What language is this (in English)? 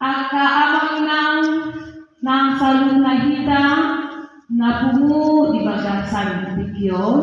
Batak Toba